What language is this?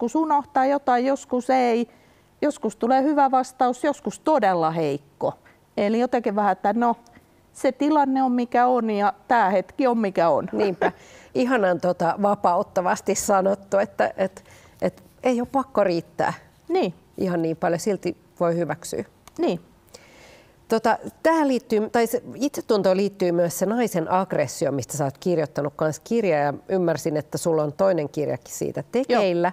Finnish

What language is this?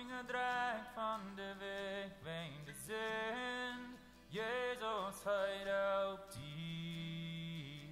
Plautdietsch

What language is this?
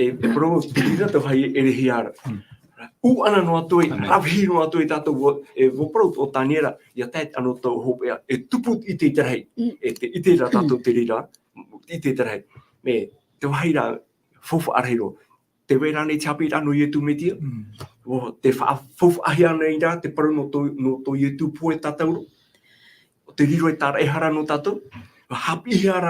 Tahitian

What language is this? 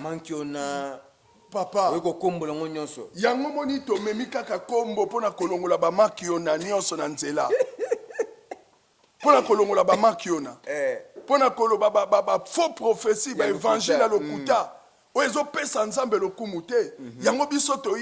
Lingala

